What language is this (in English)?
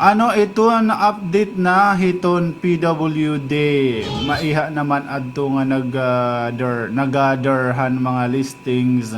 Waray